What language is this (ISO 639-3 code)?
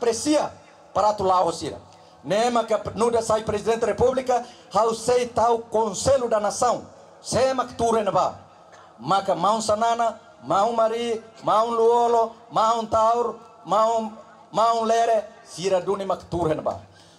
tet